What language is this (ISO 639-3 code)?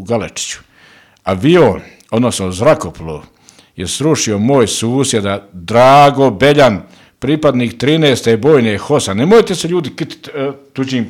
bos